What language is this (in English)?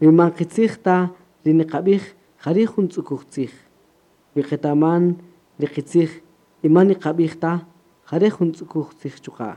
Kaqchikel